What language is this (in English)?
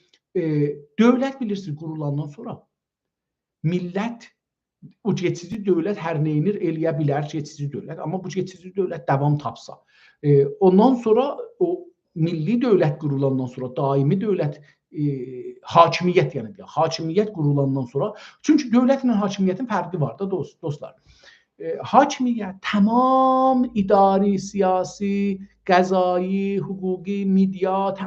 South Azerbaijani